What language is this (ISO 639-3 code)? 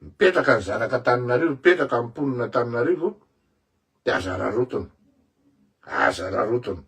mlg